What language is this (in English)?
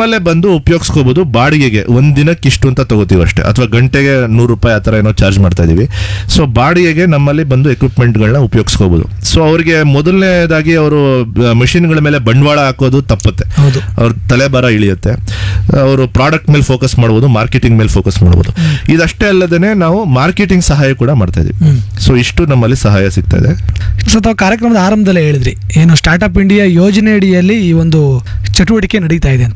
Kannada